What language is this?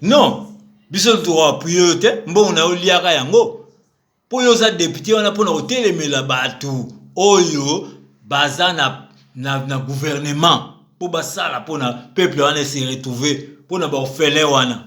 Lingala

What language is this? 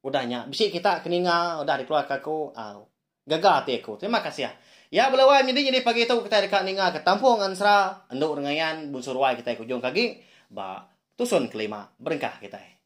Iban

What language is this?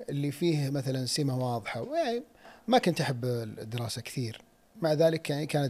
Najdi Arabic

